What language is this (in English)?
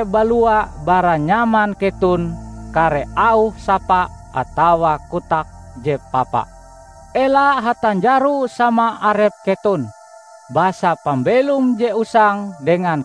Ngaju